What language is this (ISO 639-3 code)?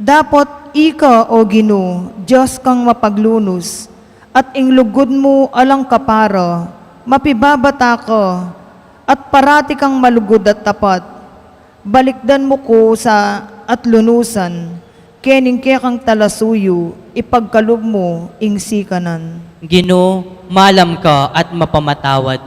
pam